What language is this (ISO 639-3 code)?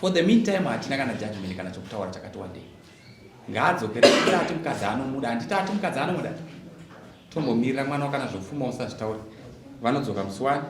sna